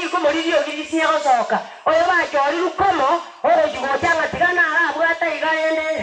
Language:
Gusii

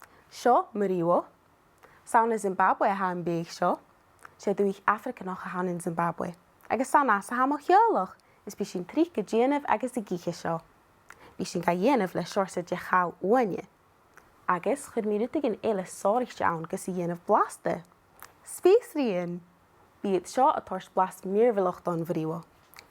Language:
Scottish Gaelic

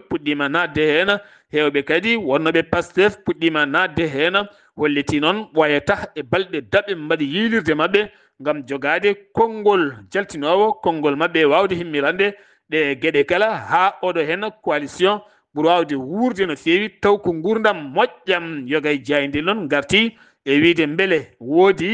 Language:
Fula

